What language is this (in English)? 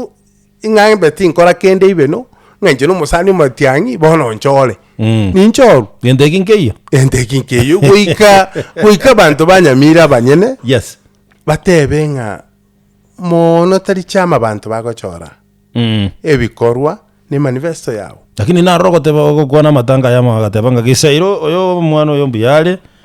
Gusii